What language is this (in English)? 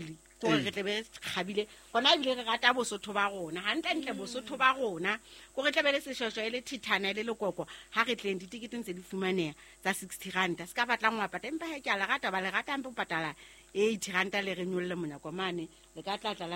Southern Sotho